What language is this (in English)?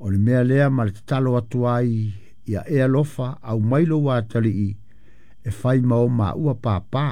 Samoan